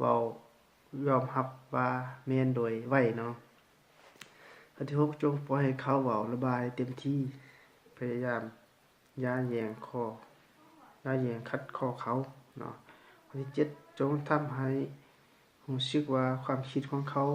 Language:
Lao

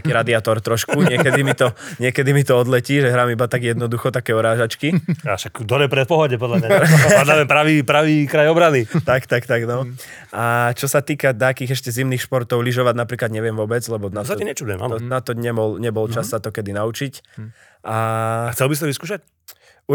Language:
Slovak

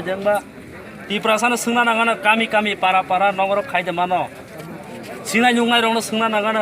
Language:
Kok Borok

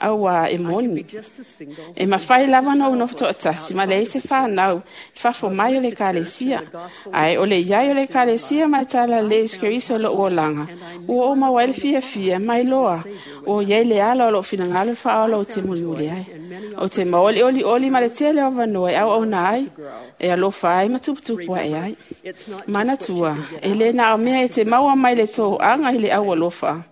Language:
Samoan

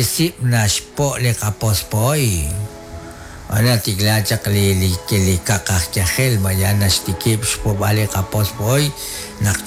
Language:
Kekchí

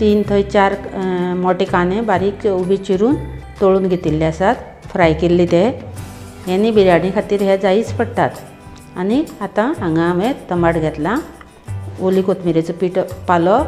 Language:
Konkani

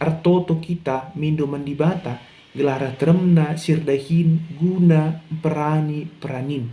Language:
Batak Karo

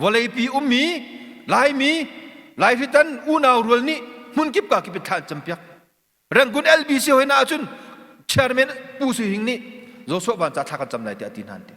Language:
Hakha Chin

